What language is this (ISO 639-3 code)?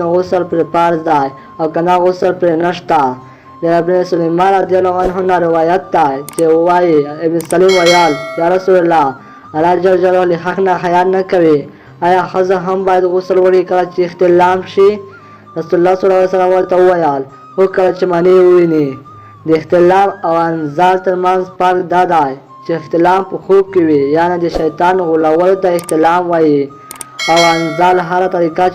pus